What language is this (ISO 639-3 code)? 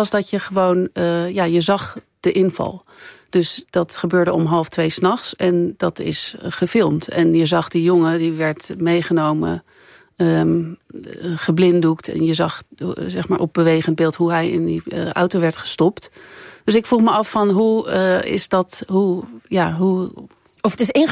nld